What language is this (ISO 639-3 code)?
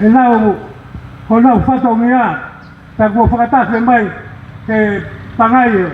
ton